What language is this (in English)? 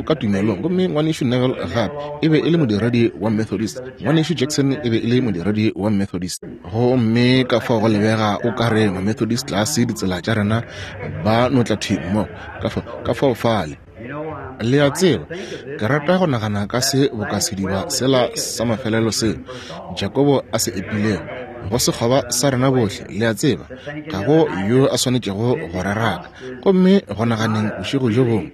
Northern Sotho